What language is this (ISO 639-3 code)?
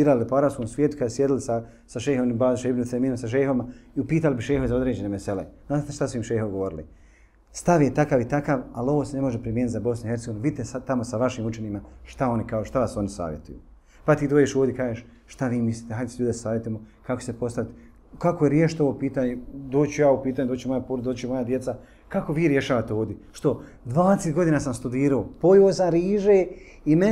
bos